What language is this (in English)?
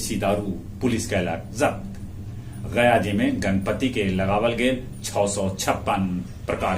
Magahi